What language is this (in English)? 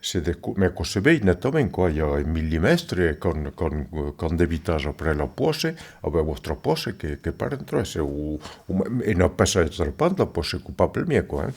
Occitan